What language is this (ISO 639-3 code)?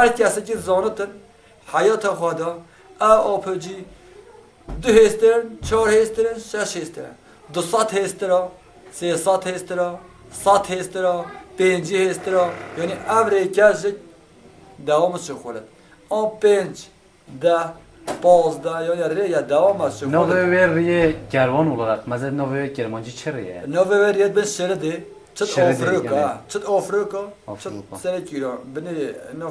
kur